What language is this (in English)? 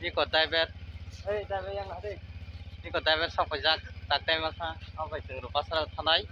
Kok Borok